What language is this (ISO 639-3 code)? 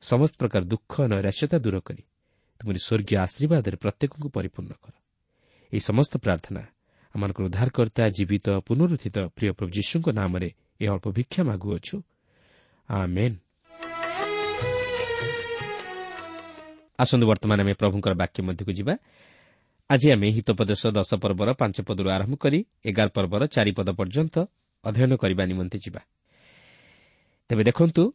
ori